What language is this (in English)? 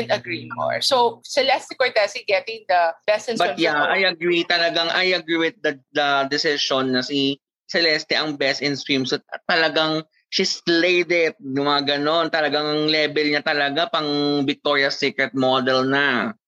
Filipino